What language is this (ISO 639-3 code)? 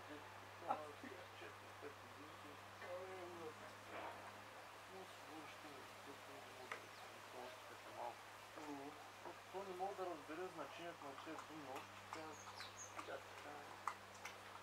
bul